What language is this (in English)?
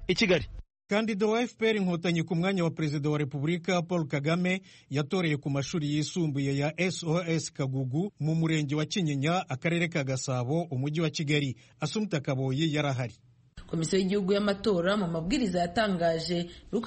Kinyarwanda